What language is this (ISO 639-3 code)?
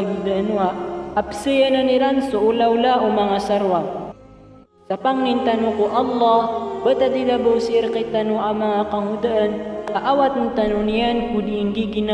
mrw